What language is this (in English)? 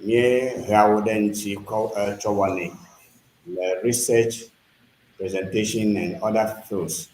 Ewe